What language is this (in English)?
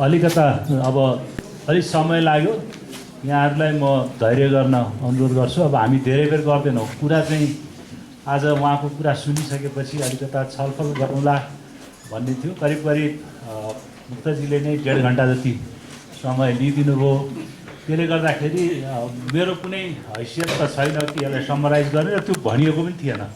Nepali